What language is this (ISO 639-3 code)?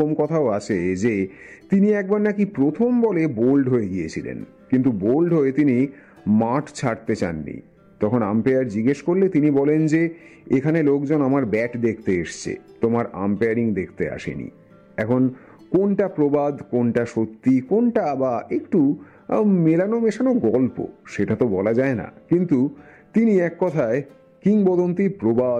ben